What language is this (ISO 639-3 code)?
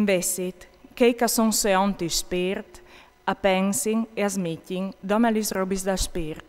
fur